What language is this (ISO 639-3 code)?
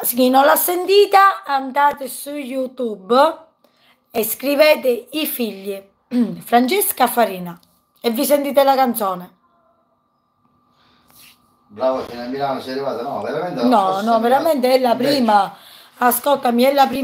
ita